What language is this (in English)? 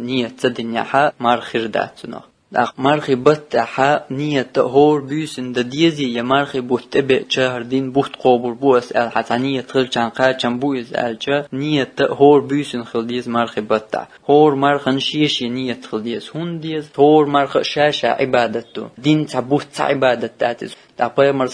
Chechen